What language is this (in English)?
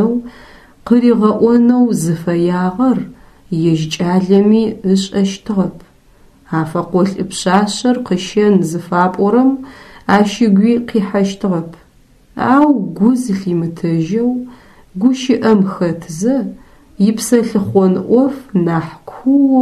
Adyghe